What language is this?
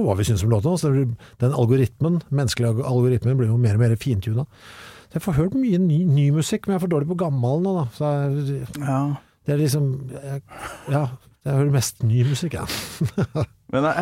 Norwegian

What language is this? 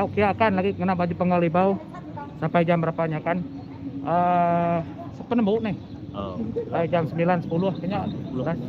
Iban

